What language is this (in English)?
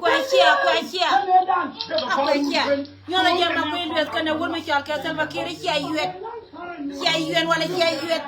Nuer